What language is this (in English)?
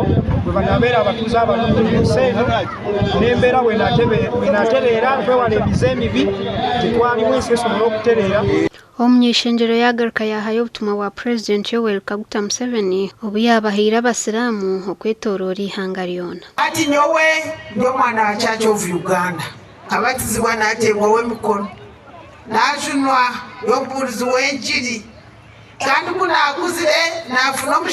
Nyankole